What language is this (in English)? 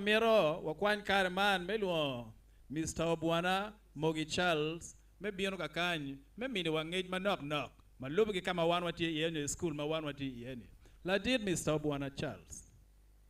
Acoli